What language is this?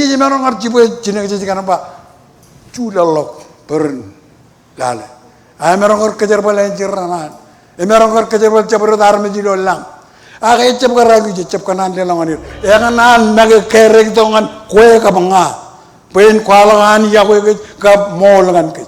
Marshallese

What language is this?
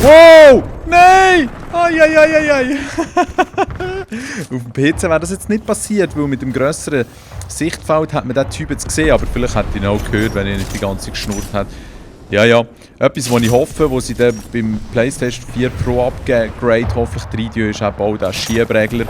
Swiss German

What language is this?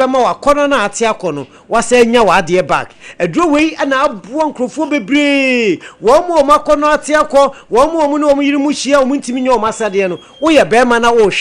Akan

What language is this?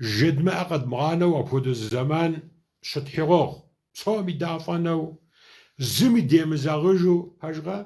Kabardian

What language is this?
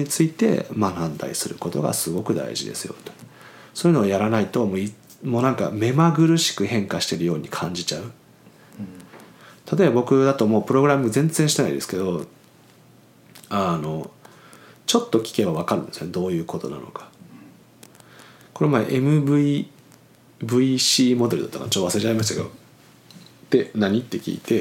Japanese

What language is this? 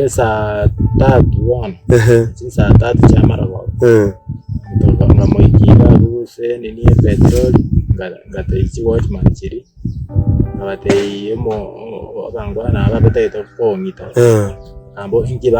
Gusii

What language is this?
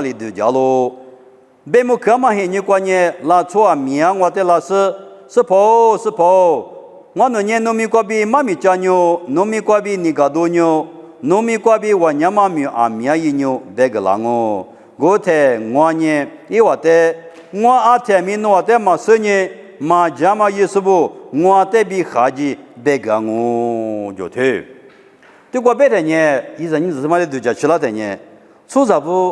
Lisu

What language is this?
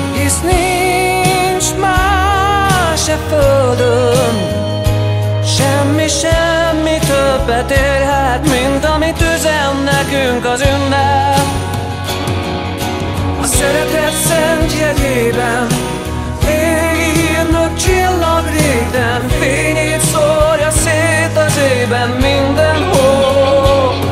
Hungarian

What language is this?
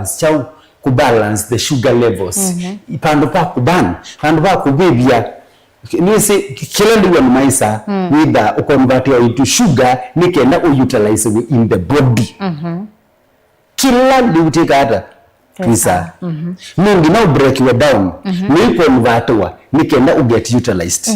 Kamba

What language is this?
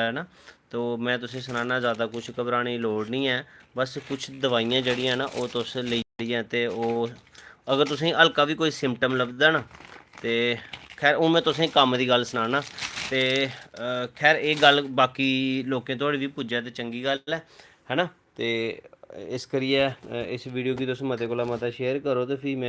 Dogri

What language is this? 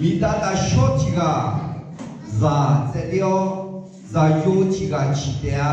Akha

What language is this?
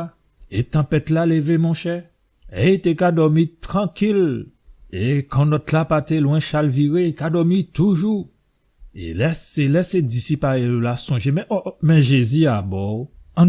Guadeloupean Creole French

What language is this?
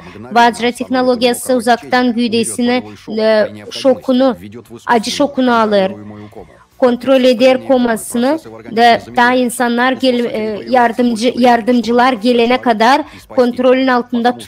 Gagauz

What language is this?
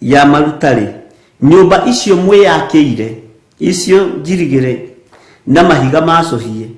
Kikuyu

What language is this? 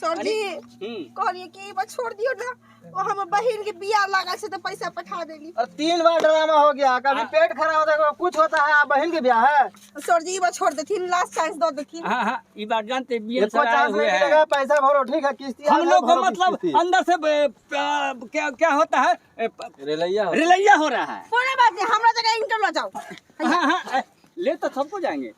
Maithili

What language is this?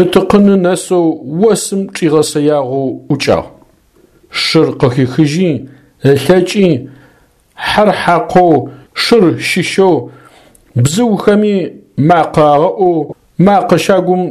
Adyghe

